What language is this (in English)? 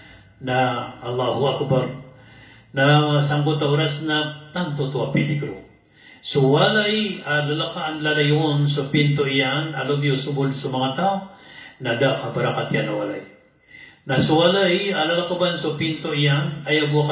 Maranao